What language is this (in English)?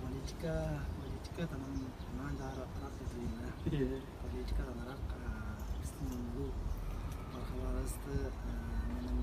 Tuvinian